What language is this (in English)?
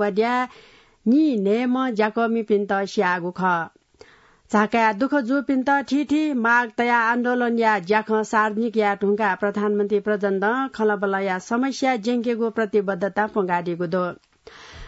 Newari